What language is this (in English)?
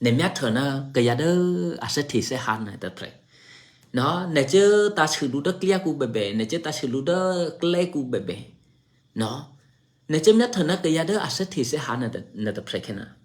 Eastern Kayah